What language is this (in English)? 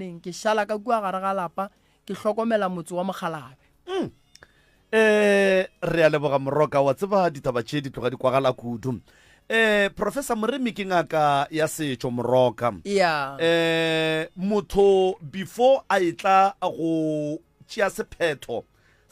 Northern Sotho